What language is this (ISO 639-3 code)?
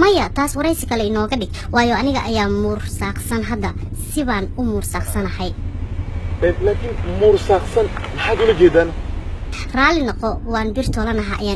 som